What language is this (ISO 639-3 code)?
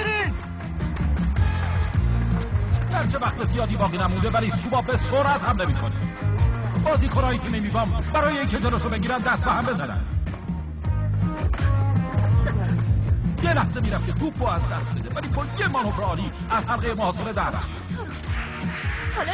fas